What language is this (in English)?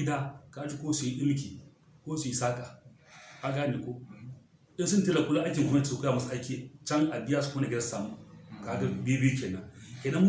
Hausa